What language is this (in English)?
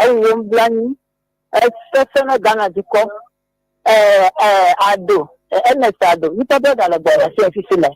Ewe